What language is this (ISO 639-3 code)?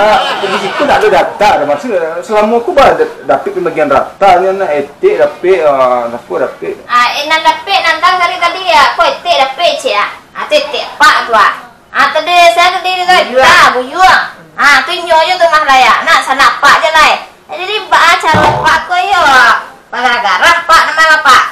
min